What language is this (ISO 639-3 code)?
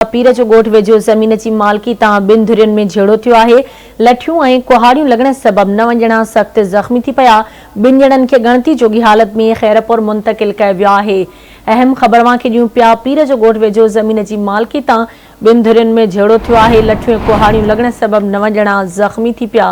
snd